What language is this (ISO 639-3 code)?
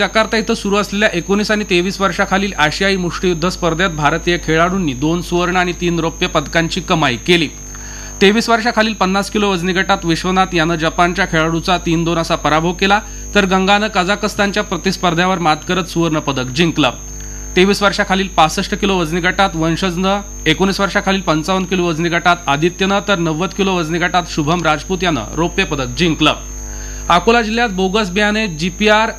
mar